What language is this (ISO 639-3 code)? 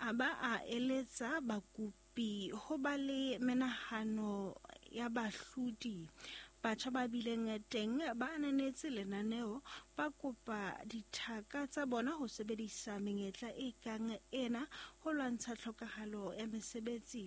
sot